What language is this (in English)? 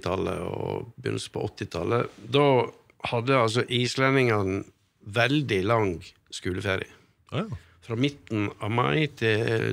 Norwegian